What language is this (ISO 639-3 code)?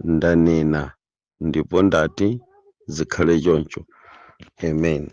nya